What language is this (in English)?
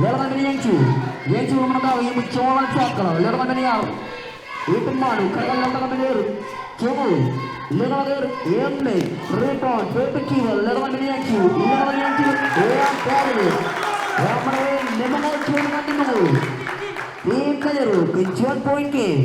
Marshallese